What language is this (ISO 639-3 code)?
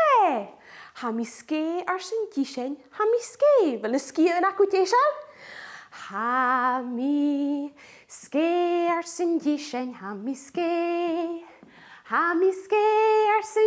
gla